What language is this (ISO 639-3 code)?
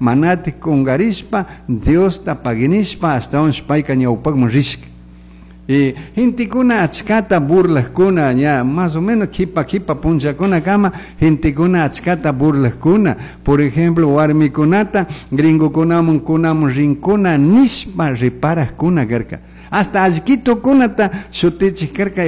qug